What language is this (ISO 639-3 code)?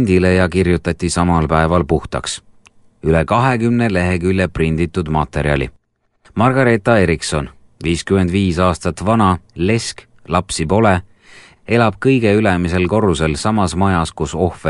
est